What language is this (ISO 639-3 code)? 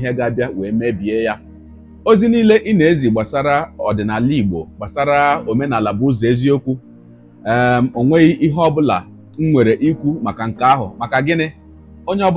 ibo